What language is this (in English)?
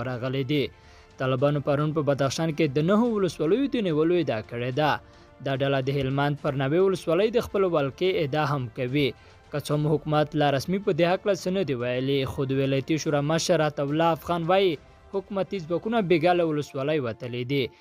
Pashto